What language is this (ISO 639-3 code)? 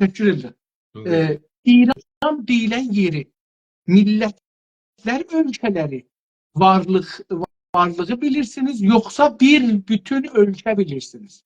azb